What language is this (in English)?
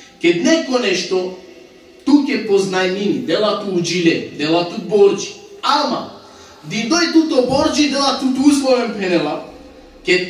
Balkan Romani